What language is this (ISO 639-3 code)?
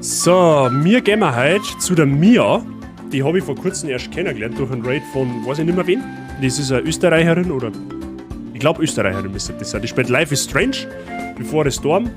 bar